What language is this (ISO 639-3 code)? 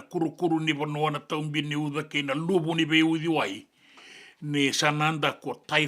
fij